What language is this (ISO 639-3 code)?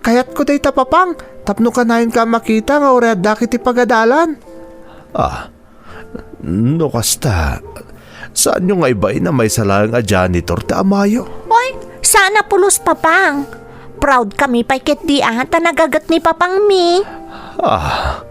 ilo